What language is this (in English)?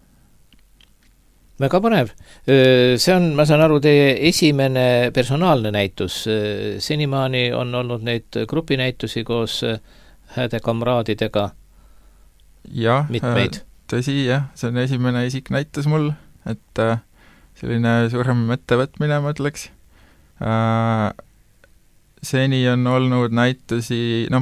Estonian